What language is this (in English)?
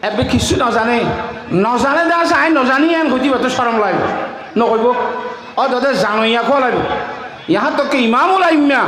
Rohingya